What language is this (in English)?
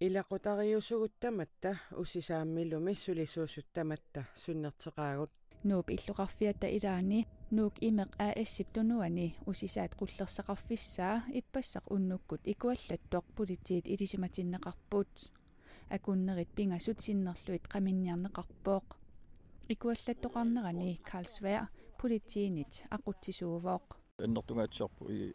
Kalaallisut